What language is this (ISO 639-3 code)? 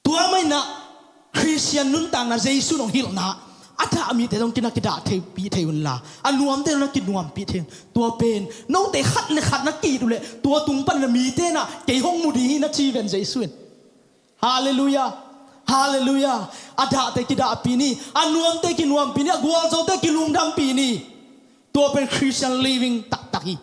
ctd